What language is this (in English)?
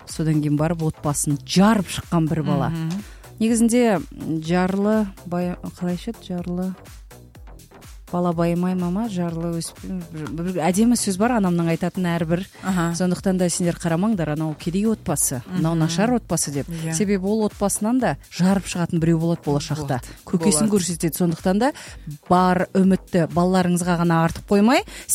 Kazakh